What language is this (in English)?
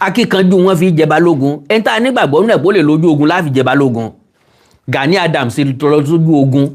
Yoruba